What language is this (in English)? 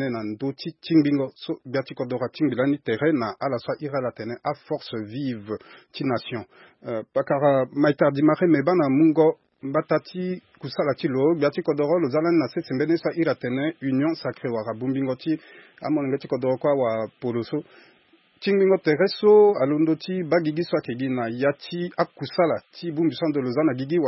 Sango